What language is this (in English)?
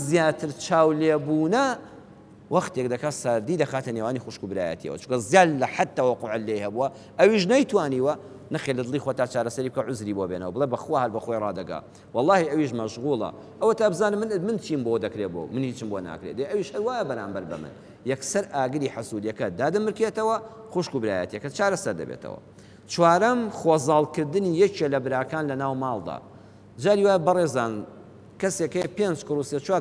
Central Kurdish